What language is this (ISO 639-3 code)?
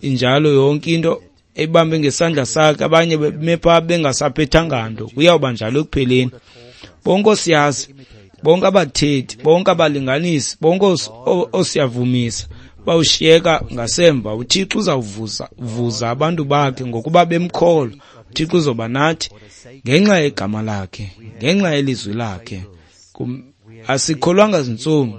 xho